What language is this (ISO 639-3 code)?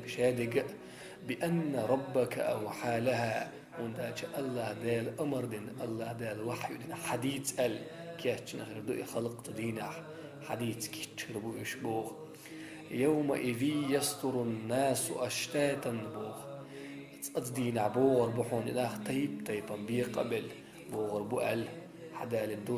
che